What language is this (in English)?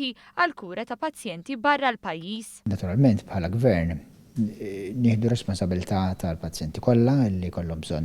Maltese